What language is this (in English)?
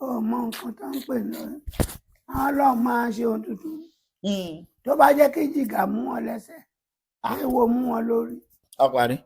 Yoruba